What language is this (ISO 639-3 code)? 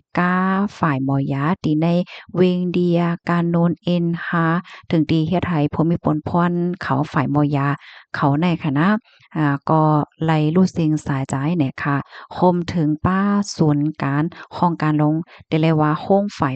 shn